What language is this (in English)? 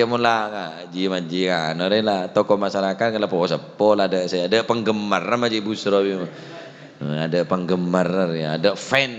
Madurese